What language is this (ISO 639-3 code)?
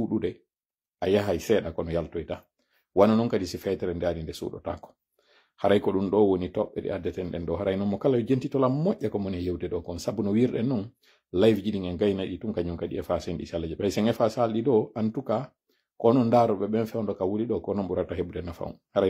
fuf